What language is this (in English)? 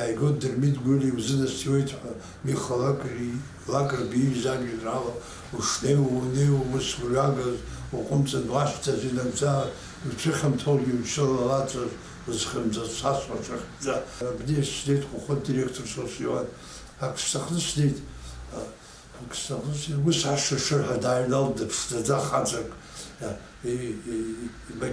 Abkhazian